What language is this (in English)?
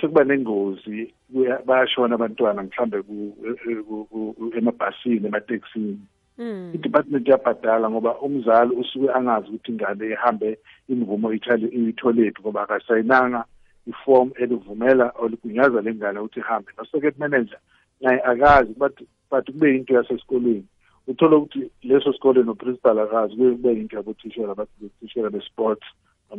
South Ndebele